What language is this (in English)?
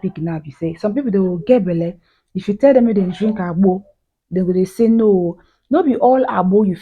Nigerian Pidgin